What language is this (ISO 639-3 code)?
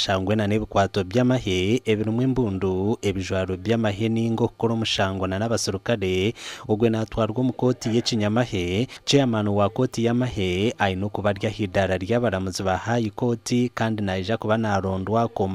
nyn